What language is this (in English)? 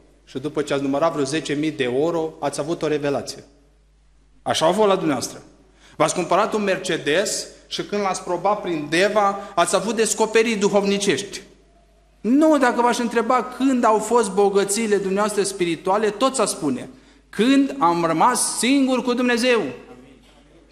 Romanian